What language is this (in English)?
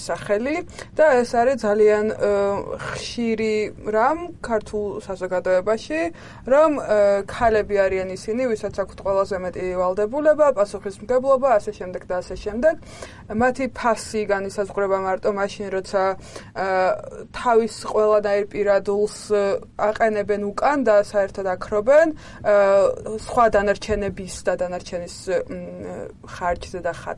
Georgian